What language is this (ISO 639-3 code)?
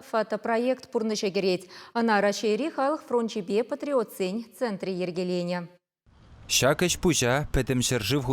chv